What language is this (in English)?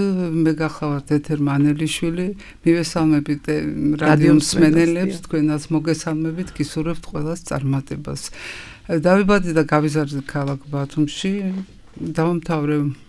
Georgian